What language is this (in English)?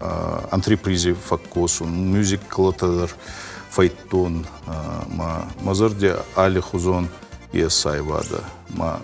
Ossetic